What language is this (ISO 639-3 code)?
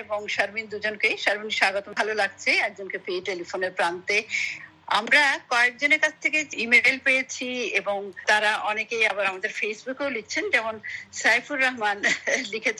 ben